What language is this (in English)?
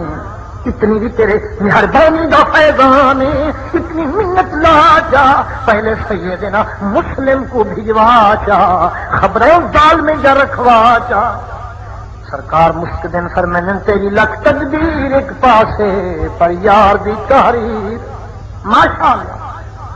Saraiki